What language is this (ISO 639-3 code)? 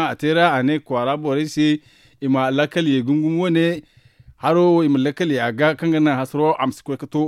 dje